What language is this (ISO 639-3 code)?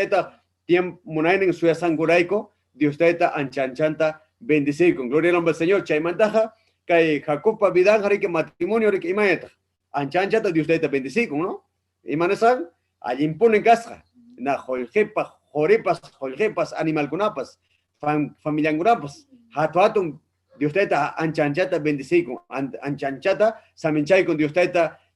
quy